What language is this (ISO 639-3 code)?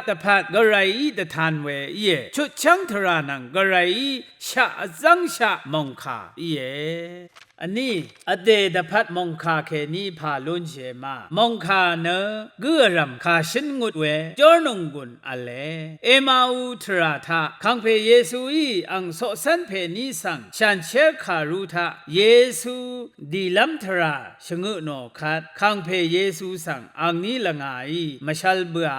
raw